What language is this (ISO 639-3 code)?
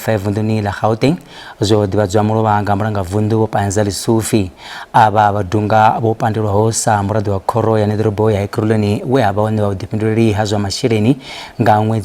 ven